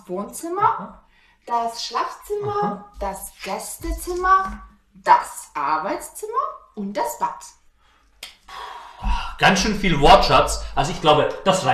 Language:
German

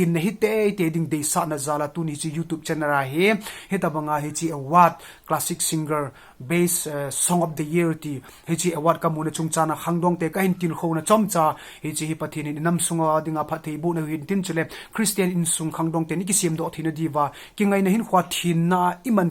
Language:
Thado Chin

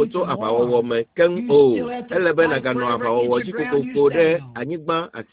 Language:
Ewe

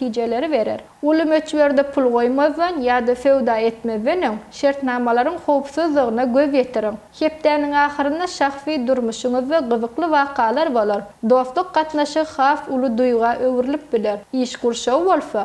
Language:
Turkmen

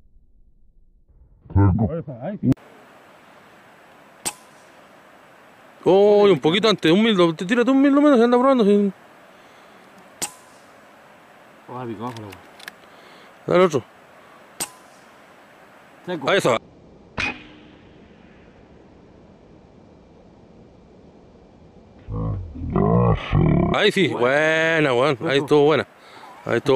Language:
Spanish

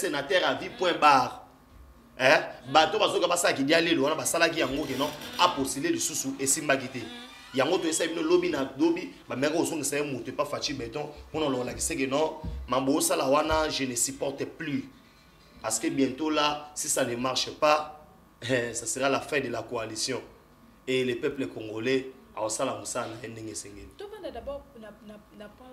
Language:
Lingala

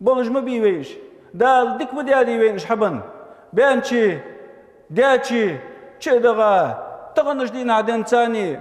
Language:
Ingush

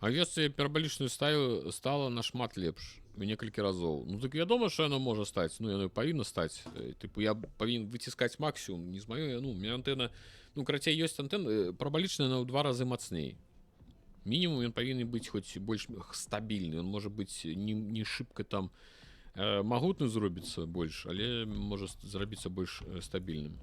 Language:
Belarusian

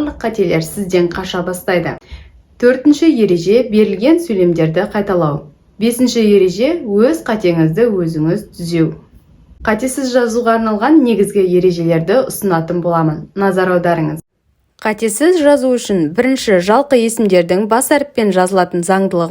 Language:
Kazakh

